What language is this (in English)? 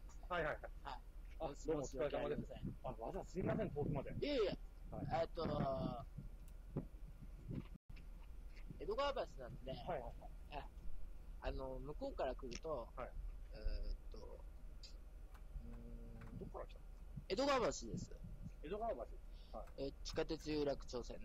Japanese